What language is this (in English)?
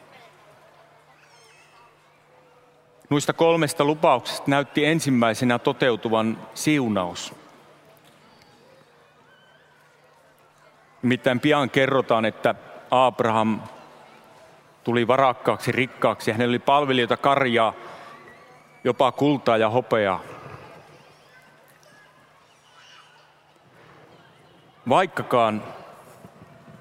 Finnish